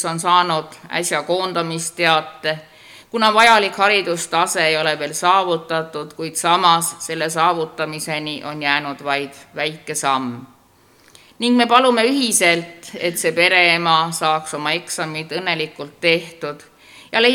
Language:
Estonian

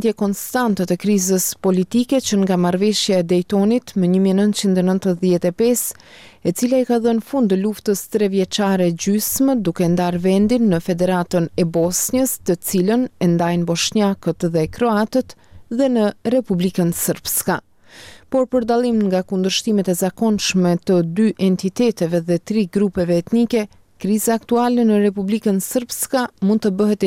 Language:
Albanian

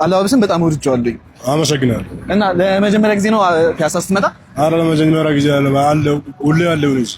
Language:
Amharic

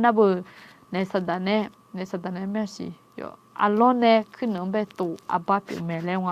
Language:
Akha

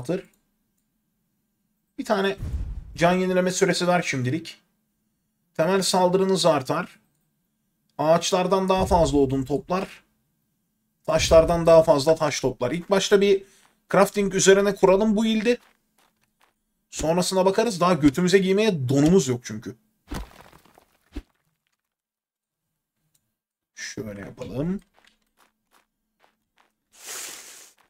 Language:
Turkish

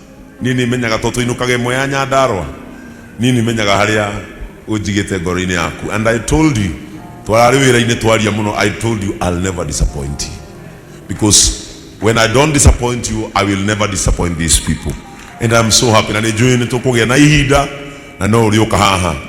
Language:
Kikuyu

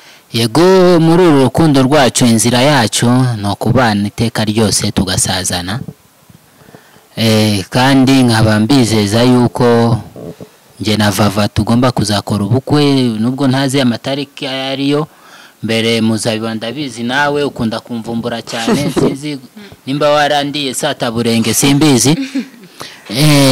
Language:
Kinyarwanda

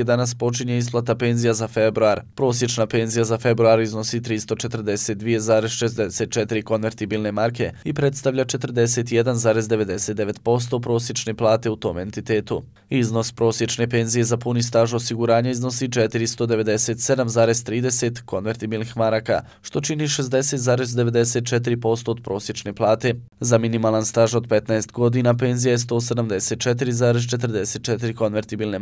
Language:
Bosnian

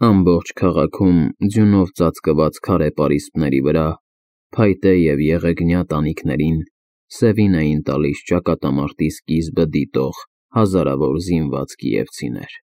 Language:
Armenian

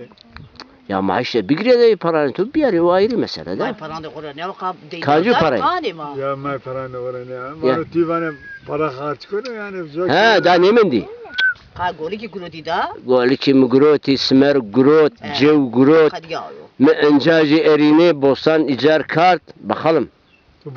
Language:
Zaza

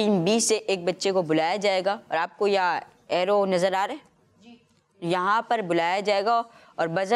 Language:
Urdu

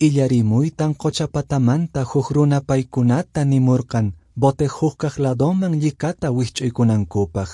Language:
Quechua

